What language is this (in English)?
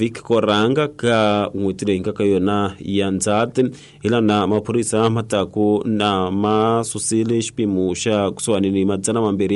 Tsonga